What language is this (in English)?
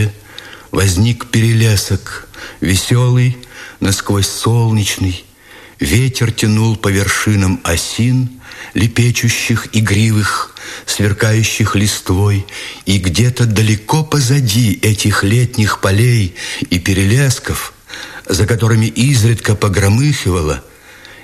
Russian